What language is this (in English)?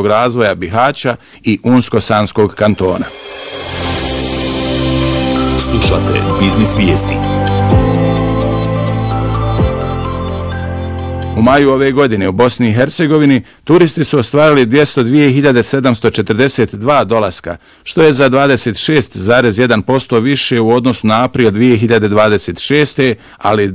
Bosnian